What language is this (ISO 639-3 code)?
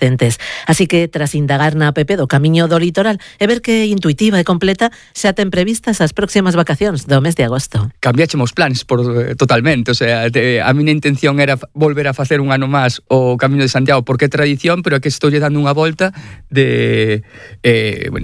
glg